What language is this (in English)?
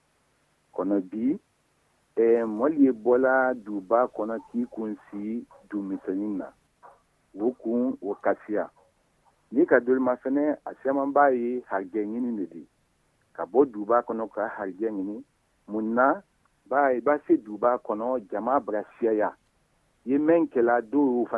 Bambara